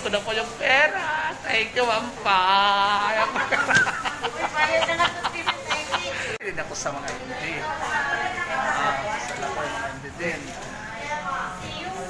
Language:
Filipino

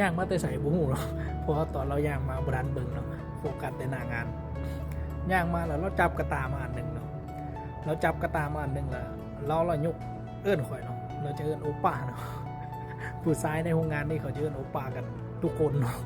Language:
Lao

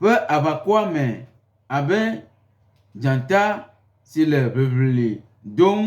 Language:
Gen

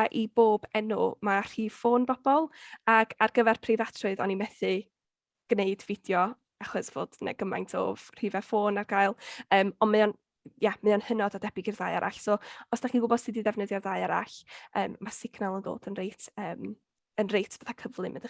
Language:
Welsh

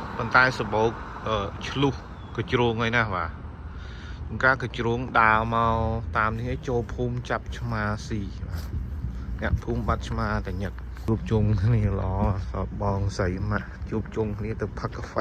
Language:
Khmer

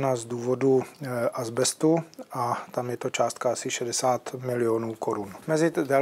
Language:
Czech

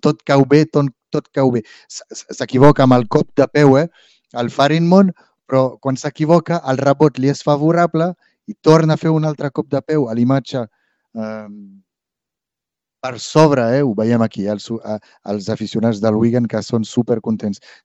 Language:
Catalan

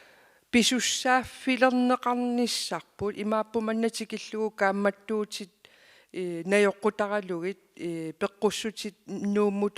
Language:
Kalaallisut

